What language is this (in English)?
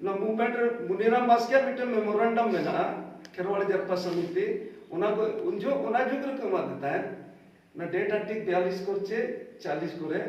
Santali